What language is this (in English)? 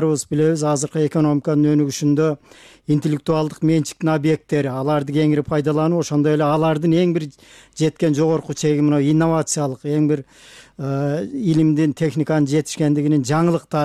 Kyrgyz